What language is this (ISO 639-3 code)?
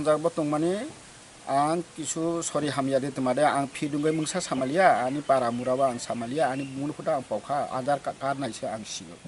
trp